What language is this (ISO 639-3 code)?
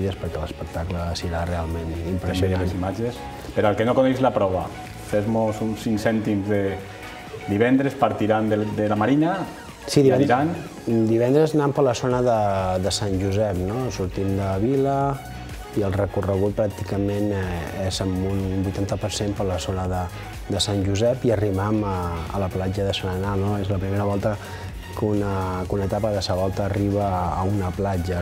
cat